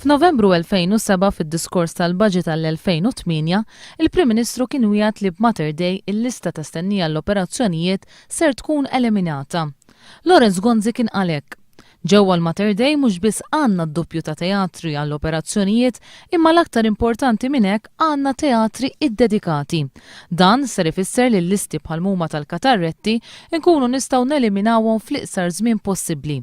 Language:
Maltese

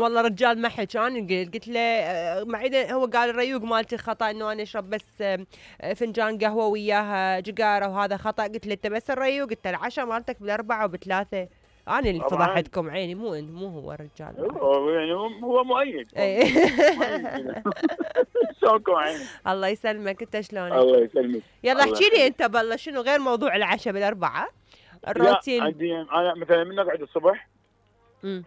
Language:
Mesopotamian Arabic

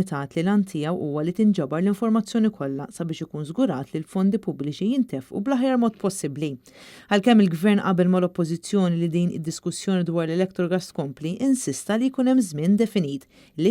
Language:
Maltese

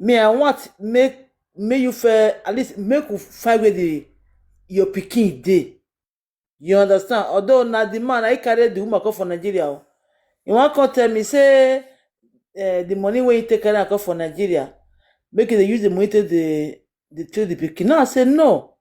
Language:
Nigerian Pidgin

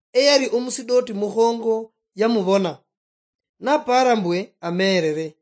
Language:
Luyia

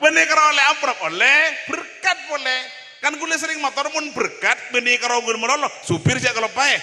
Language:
Madurese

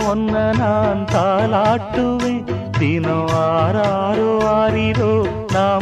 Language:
Tamil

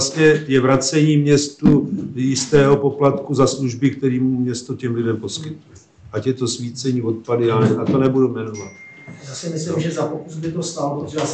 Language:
Czech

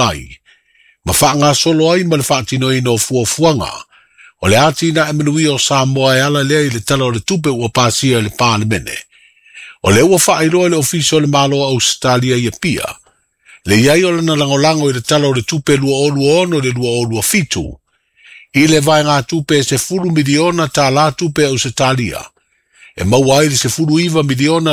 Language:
Samoan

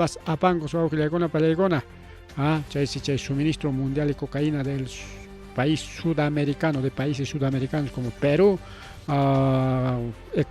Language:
Ayacucho Quechua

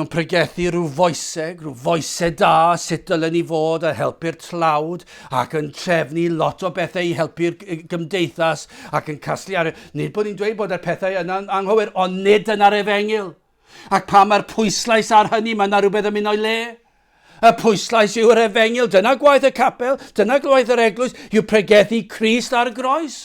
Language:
Welsh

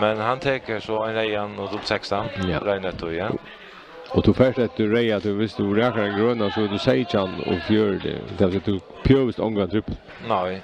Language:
Faroese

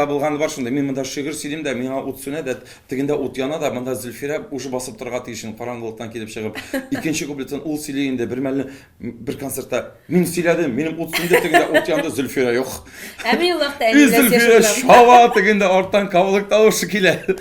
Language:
Tatar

